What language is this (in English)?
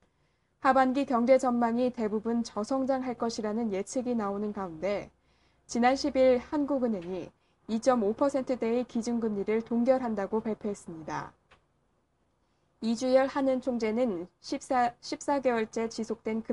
Korean